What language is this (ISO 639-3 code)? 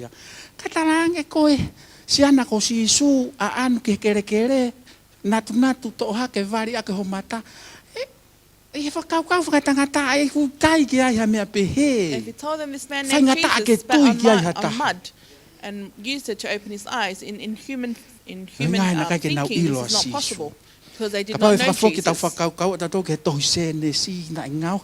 ton